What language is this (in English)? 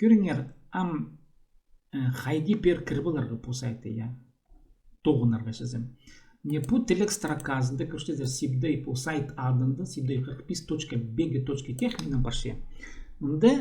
Khakas